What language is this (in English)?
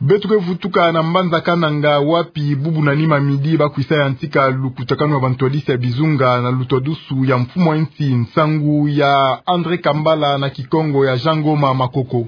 Kituba (Democratic Republic of Congo)